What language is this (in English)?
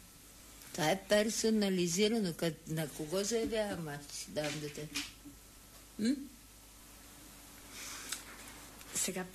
Bulgarian